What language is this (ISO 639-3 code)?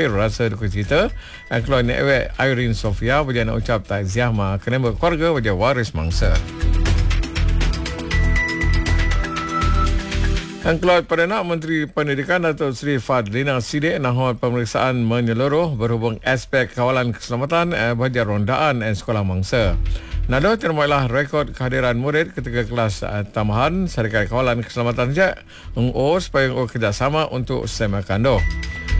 msa